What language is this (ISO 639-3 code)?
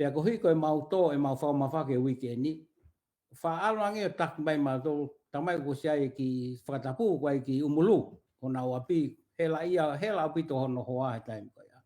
ton